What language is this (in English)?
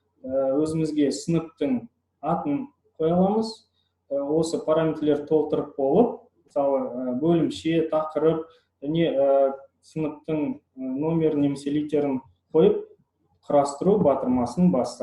Kazakh